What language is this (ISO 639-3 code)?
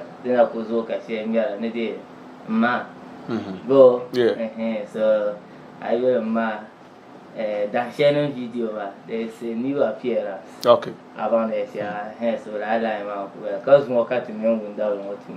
dag